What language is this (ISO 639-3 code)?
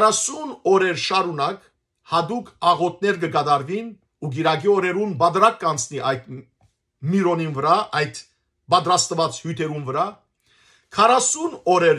hyw